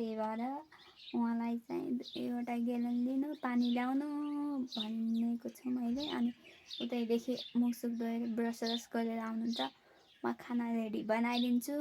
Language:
Nepali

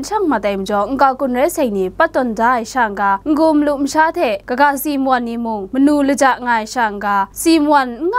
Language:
Kachin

